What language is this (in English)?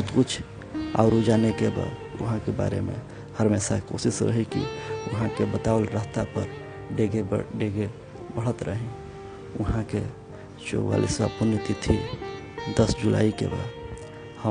Bhojpuri